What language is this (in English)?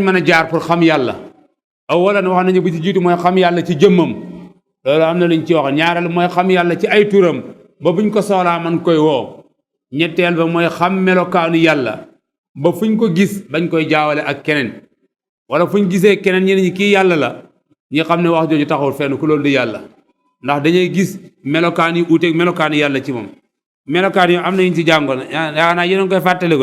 Wolof